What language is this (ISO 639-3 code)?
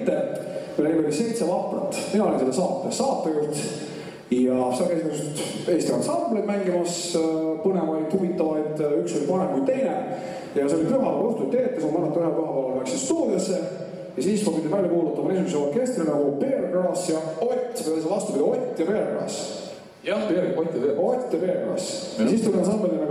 est